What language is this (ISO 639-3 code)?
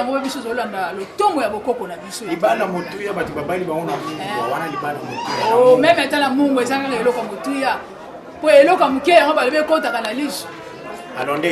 lin